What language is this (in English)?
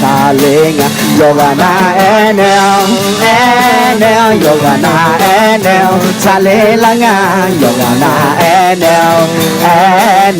Akha